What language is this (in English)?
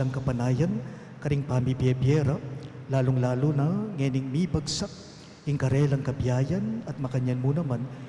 Pampanga